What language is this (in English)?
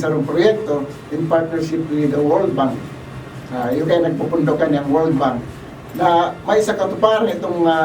Bikol